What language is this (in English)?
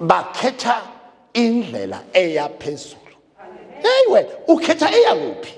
Zulu